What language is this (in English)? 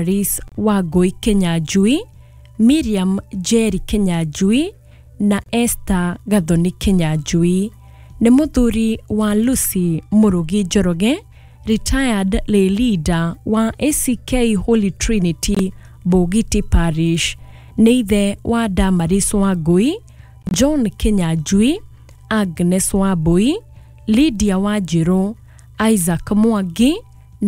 Kikuyu